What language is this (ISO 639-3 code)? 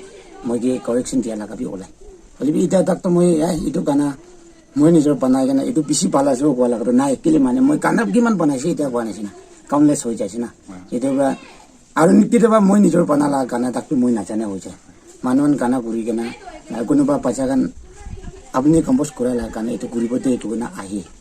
nag